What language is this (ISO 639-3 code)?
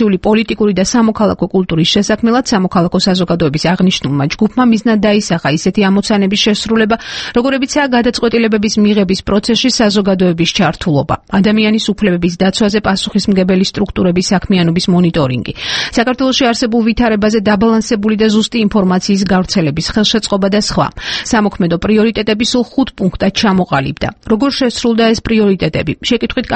kat